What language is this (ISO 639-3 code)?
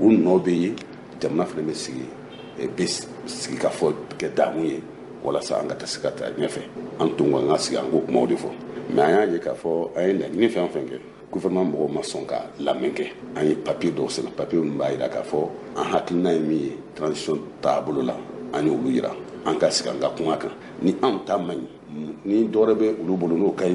bam